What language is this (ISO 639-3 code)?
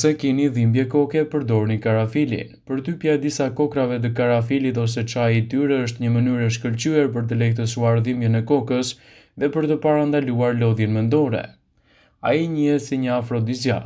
sqi